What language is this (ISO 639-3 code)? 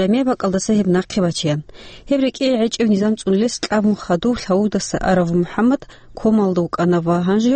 ava